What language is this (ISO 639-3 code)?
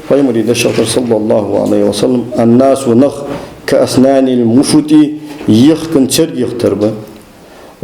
inh